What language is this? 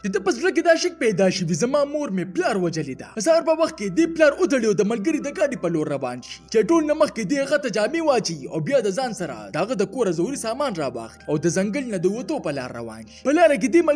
Pashto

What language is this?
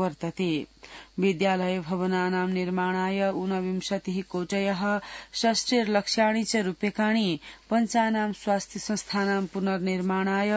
Sanskrit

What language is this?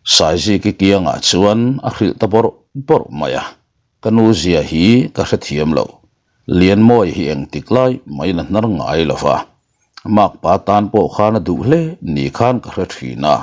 Mizo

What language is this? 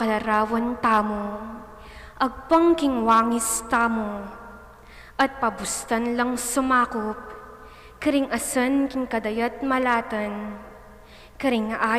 Pampanga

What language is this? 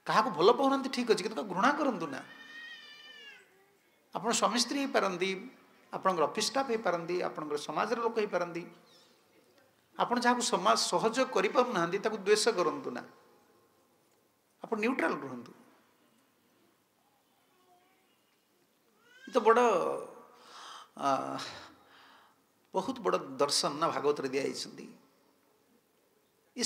Odia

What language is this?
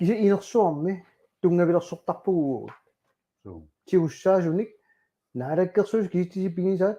Kalaallisut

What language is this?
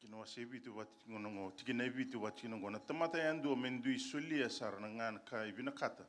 Fijian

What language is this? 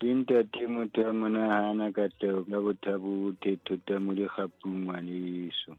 Southern Sotho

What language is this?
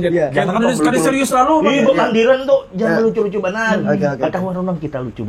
Banjar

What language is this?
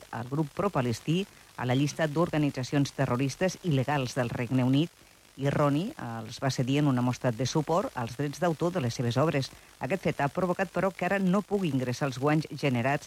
Catalan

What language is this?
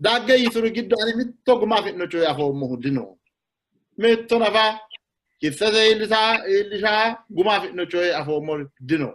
Sidamo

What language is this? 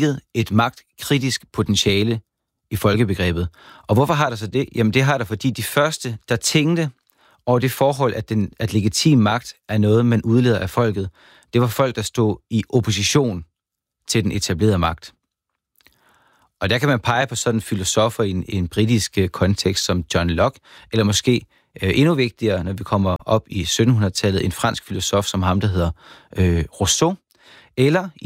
Danish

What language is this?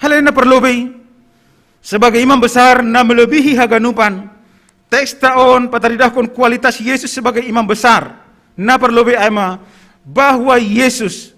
Batak Simalungun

